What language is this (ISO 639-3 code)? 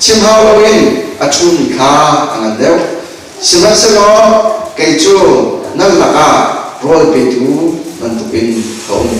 cnh